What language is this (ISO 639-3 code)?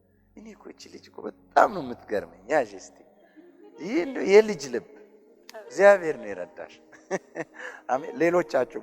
amh